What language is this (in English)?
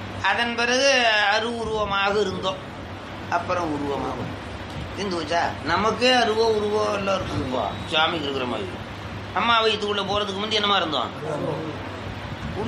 Tamil